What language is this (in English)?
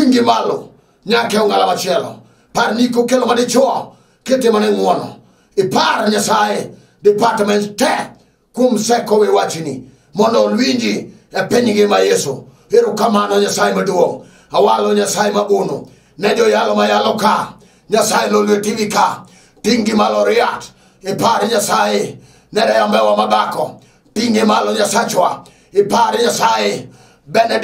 Luo (Kenya and Tanzania)